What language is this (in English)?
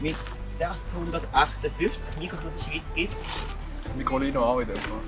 Swiss German